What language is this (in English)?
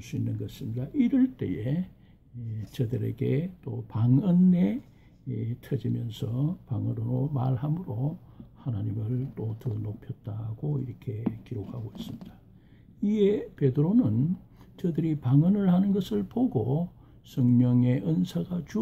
Korean